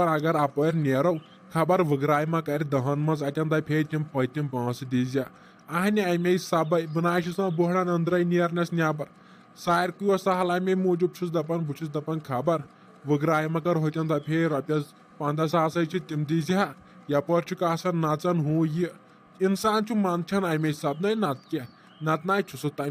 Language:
Kashmiri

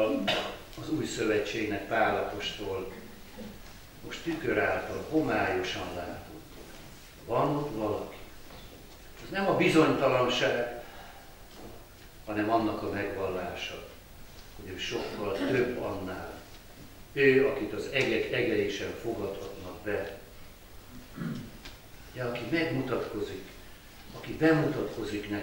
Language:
Hungarian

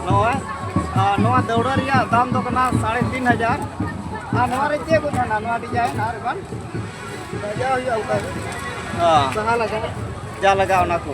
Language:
Santali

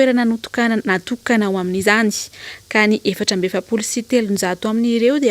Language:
Malagasy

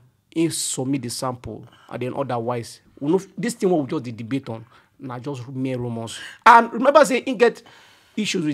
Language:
Nigerian Pidgin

